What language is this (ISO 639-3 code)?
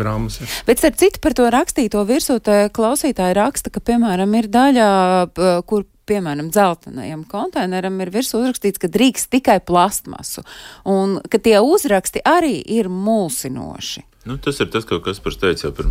lav